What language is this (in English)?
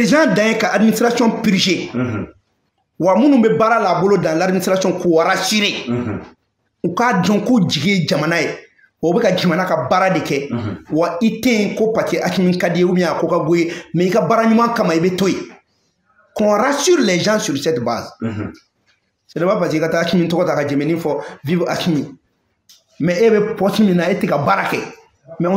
Bambara